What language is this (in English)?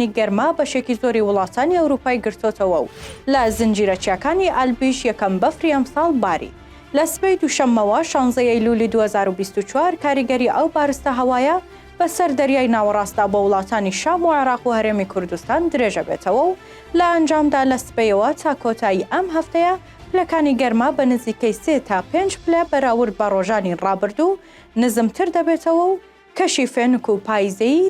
Central Kurdish